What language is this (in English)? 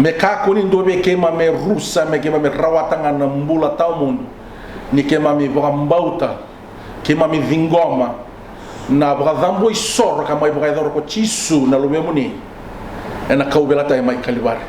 Fijian